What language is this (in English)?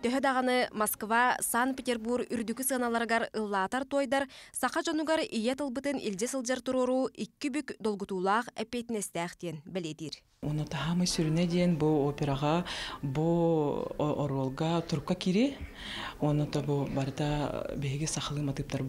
Yakut